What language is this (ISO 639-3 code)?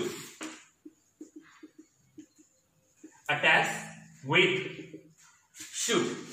hin